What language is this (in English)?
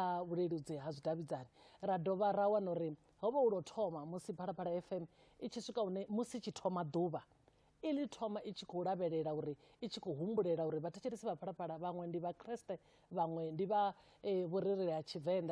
Venda